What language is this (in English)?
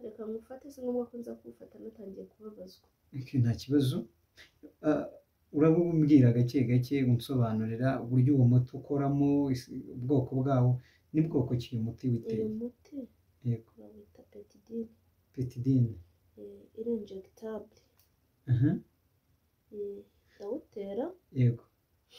Kinyarwanda